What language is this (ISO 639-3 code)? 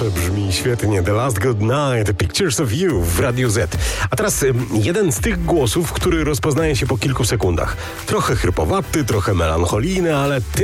pol